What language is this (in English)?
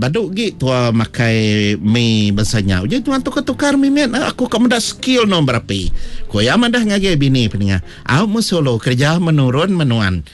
Iban